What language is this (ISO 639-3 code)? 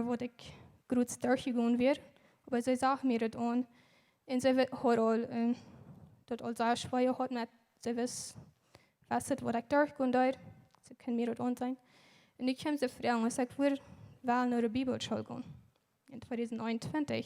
pdt